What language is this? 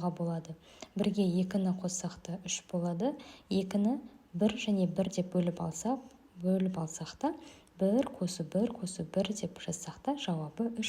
Kazakh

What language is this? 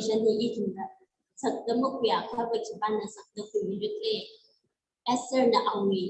Tangkhul Naga (India)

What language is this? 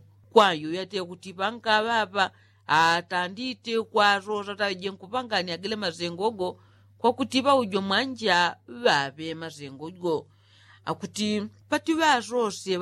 Yao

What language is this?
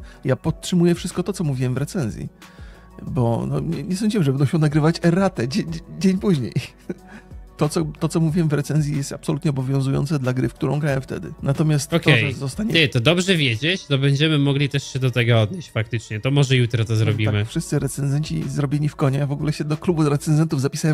Polish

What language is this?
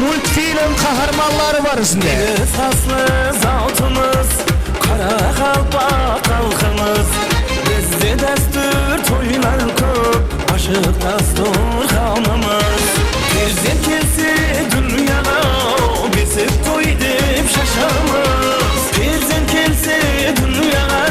Kara-Kalpak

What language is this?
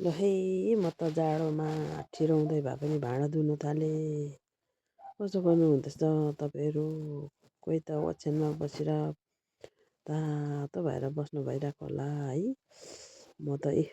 Nepali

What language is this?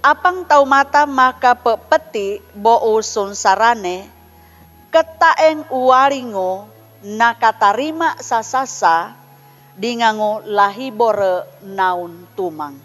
Sangir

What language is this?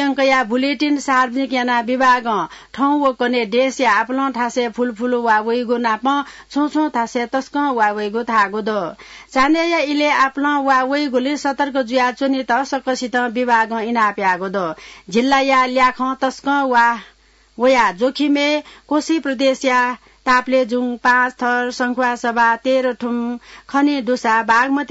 Newari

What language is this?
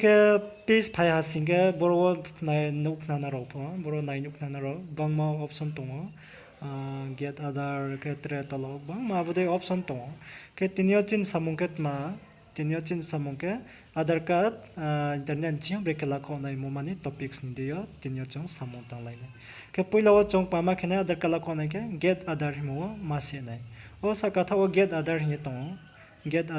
Riang (India)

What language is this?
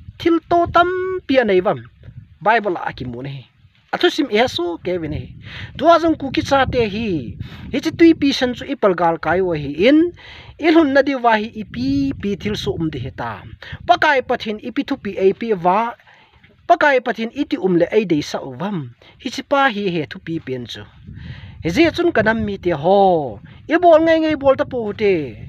Thado Chin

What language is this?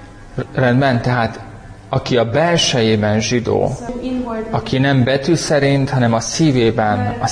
Hungarian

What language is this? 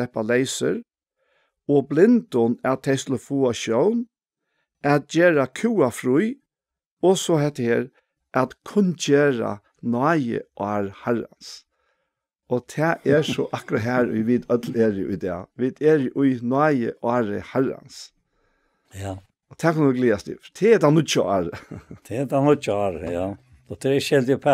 Faroese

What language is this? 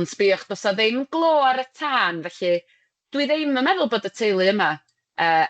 Welsh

